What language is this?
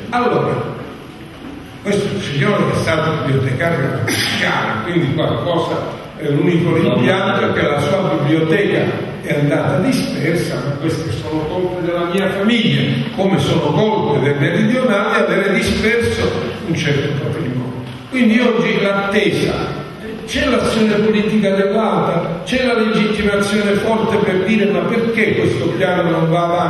Italian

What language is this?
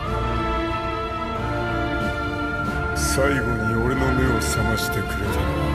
Japanese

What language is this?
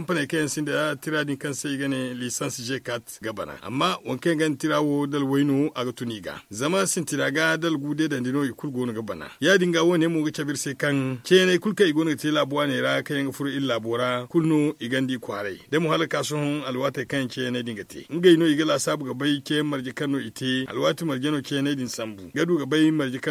Zarma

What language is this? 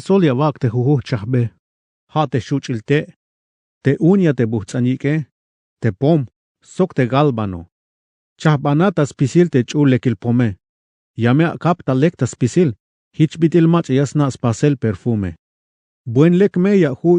Tzeltal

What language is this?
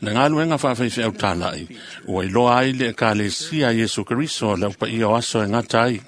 Samoan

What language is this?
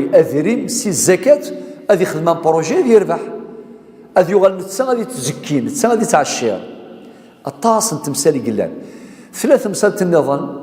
Kabyle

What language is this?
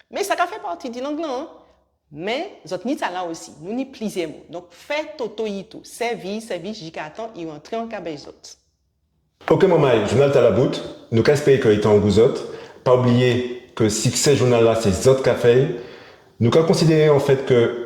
Guadeloupean Creole French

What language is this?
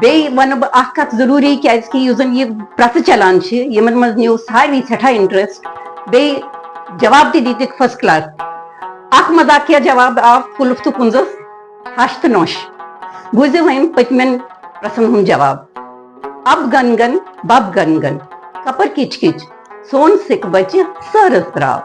Kashmiri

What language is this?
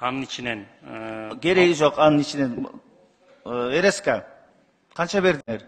Kyrgyz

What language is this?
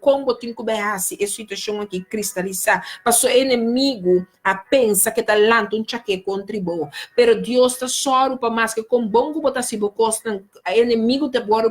Papiamento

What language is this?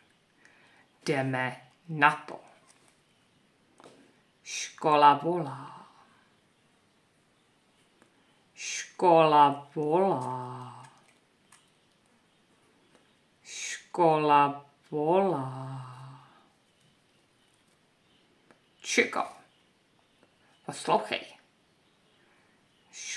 Czech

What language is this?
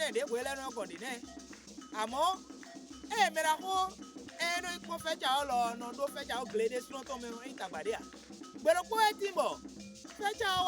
Fon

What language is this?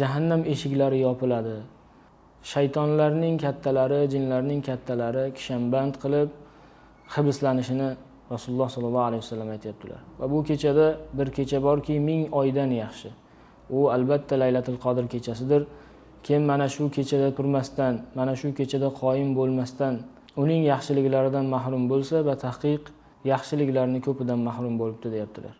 Uzbek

